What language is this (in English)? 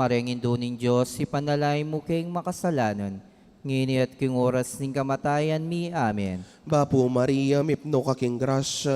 Pampanga